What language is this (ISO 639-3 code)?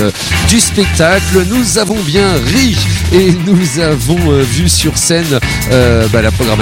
fra